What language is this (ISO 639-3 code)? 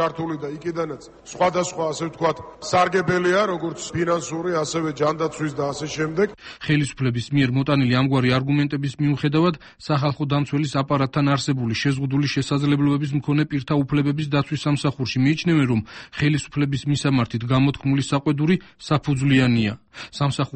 kat